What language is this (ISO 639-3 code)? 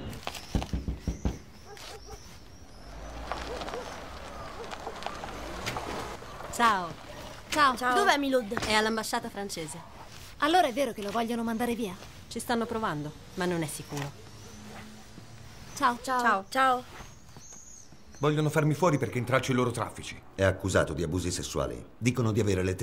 ita